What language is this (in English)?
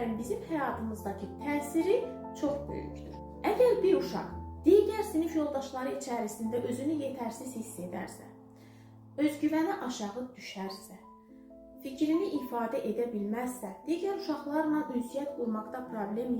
Azerbaijani